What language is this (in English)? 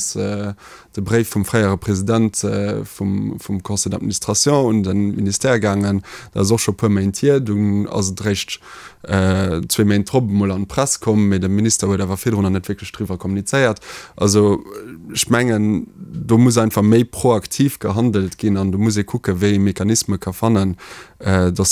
Luxembourgish